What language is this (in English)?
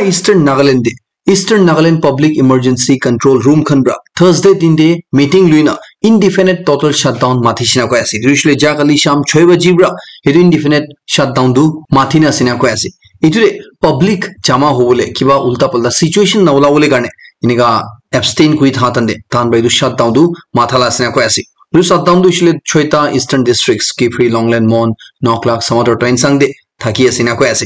Naga Pidgin